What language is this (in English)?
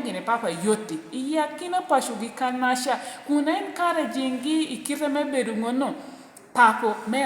Lango (Uganda)